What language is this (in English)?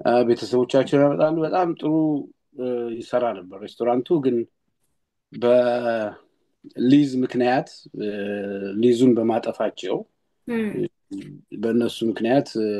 Amharic